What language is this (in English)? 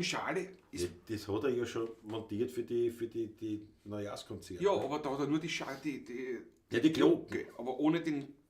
Bavarian